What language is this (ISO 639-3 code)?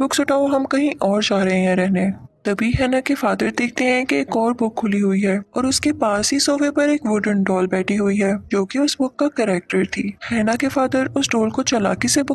hin